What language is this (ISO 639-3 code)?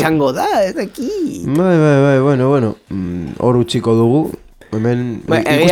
eus